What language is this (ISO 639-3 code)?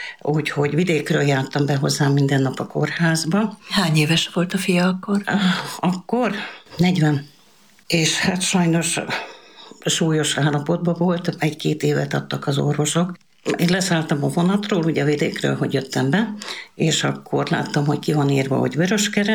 hun